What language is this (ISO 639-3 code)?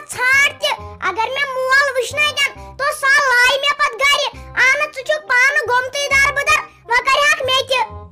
kas